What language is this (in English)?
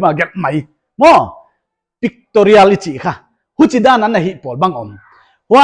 Paite Chin